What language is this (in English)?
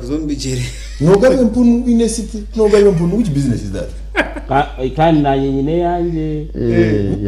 Nyankole